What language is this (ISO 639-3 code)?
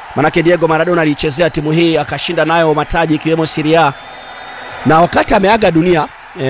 swa